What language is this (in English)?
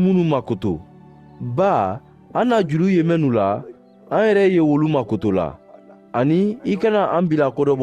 Mandingo